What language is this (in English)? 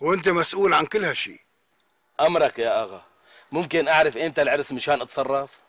North Levantine Arabic